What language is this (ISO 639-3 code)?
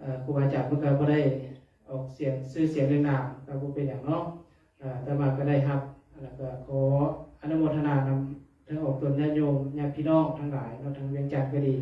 pli